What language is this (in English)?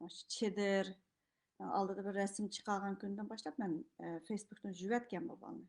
Uyghur